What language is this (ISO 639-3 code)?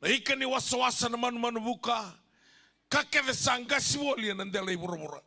fij